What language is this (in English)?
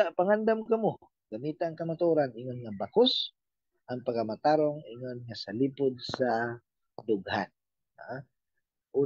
Cebuano